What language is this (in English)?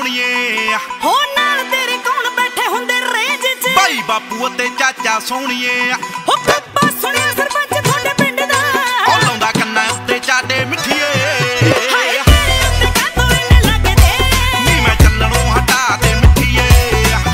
Punjabi